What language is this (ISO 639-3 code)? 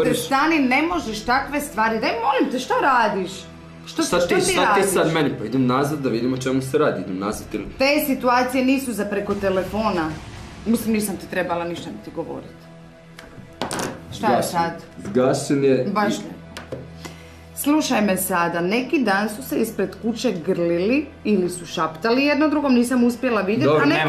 hrv